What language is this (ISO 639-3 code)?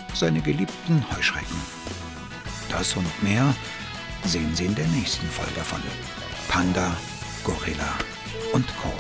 deu